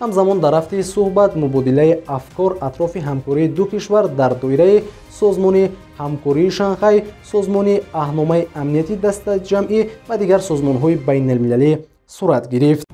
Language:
Tajik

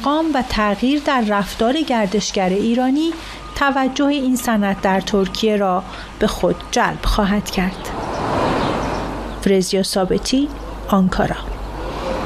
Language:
Persian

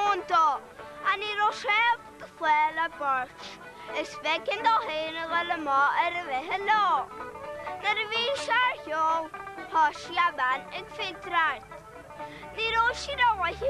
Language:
Irish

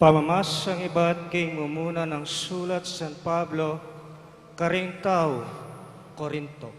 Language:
Pampanga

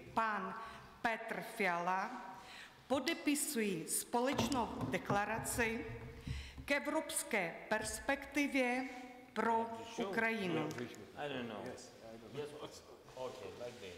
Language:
Ukrainian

